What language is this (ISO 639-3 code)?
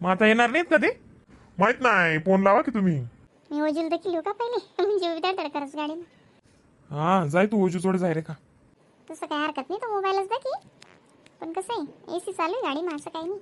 khn